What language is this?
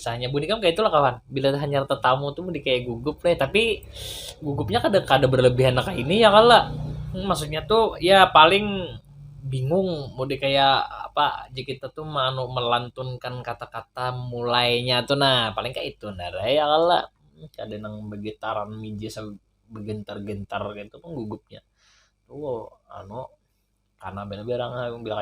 Banjar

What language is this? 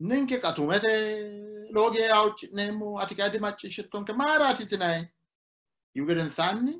Sidamo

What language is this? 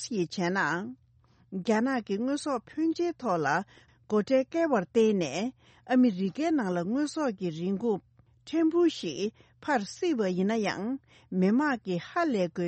Tibetan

